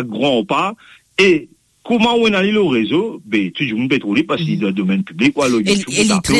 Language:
Morisyen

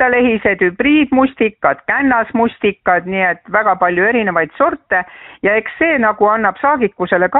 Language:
Estonian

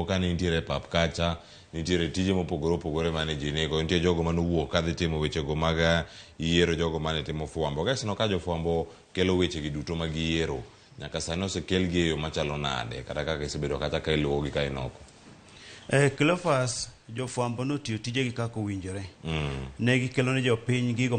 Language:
Luo (Kenya and Tanzania)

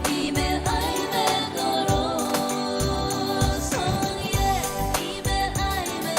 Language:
Pohnpeian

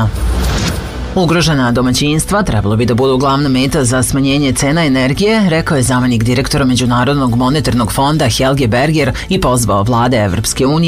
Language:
Serbian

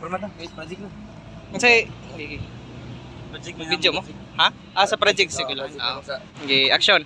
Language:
Cebuano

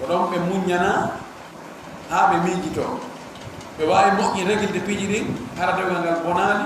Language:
Fula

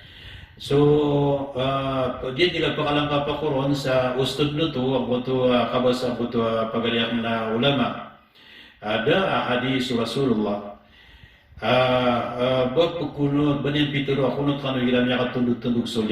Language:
Maranao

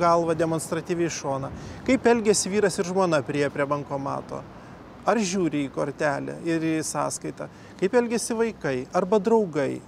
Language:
Lithuanian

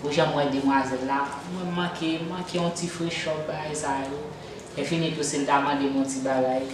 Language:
Haitian Creole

